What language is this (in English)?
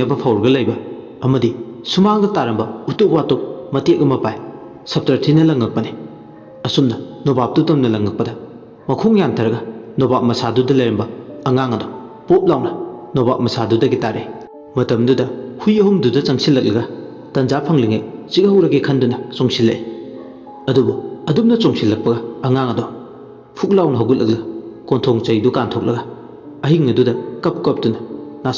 Manipuri